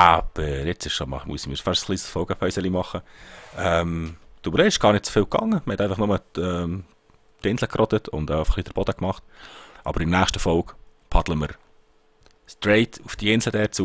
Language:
Swiss German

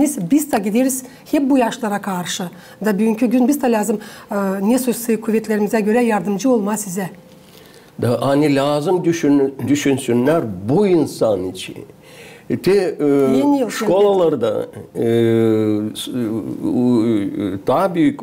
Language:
Gagauz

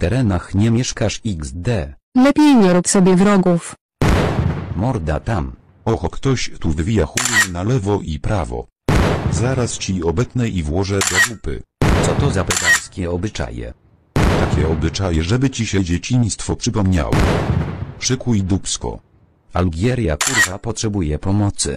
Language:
Polish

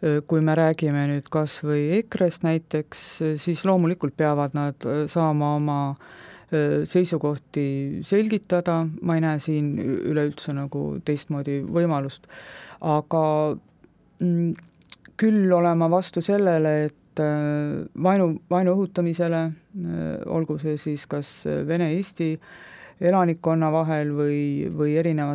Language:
Estonian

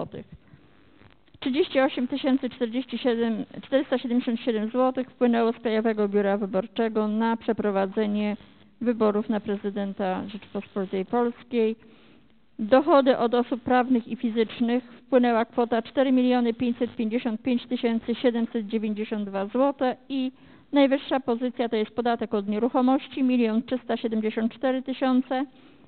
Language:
Polish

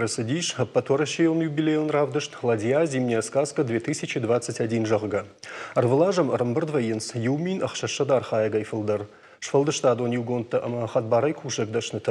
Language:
Ossetic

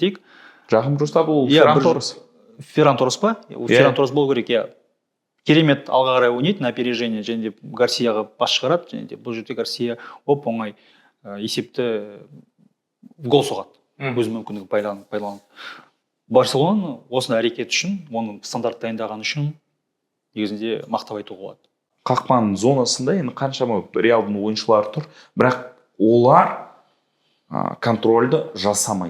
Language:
Kazakh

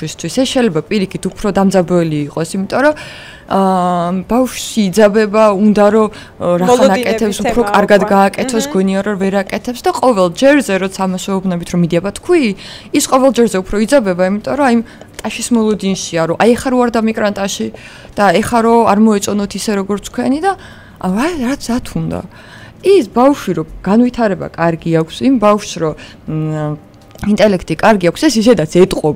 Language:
Georgian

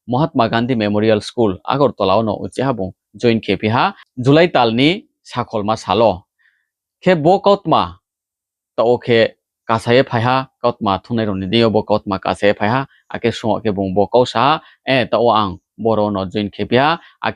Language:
Riang (India)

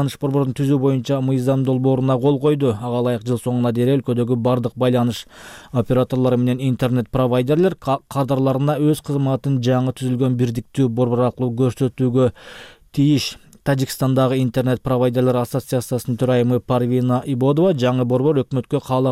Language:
Kyrgyz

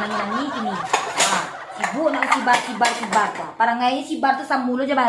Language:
Minangkabau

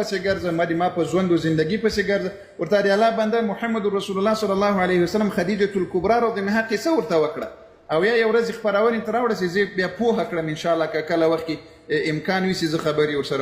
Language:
Pashto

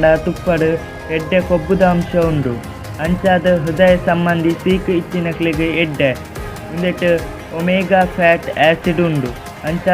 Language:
Tulu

